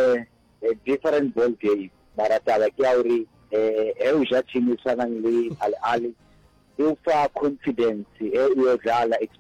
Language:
Northern Sotho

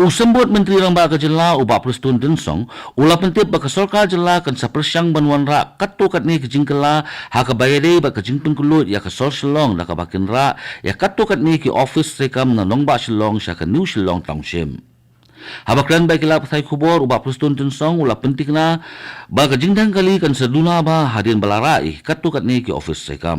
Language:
Khasi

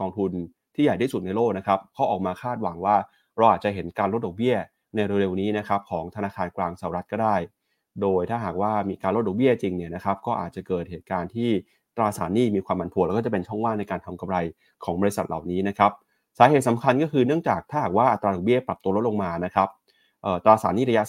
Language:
Thai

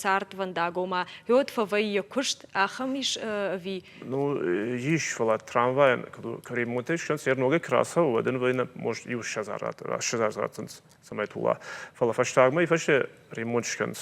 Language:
Ossetic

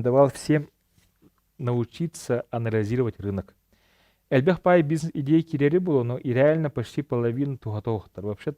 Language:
Yakut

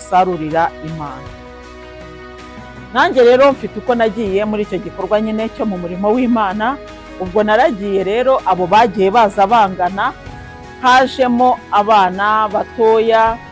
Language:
Kinyarwanda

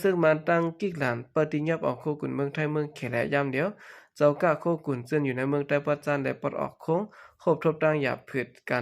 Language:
Shan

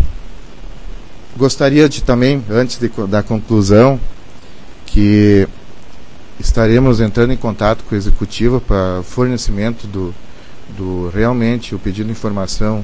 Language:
Portuguese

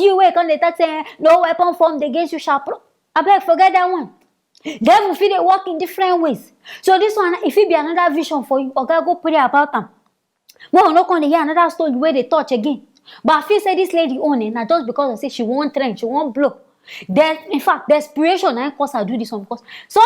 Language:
Nigerian Pidgin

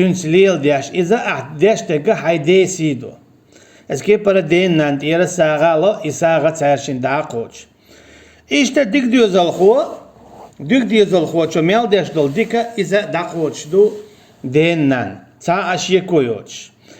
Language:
Chechen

